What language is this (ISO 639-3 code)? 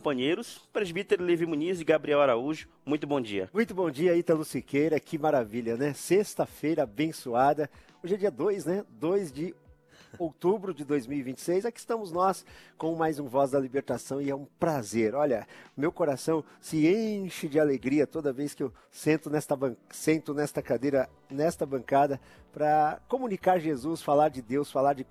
por